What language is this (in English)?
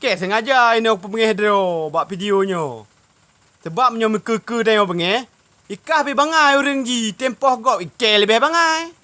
Achinese